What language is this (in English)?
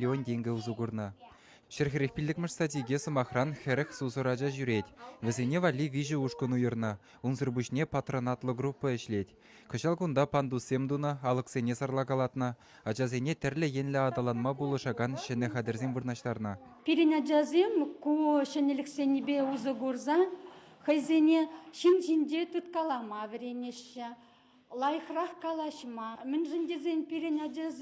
Chuvash